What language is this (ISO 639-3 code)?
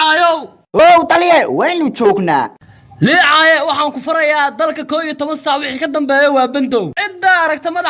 som